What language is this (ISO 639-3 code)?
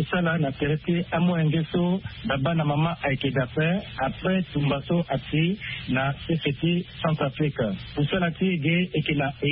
sag